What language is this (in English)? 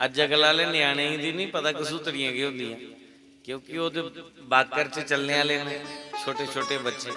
Dogri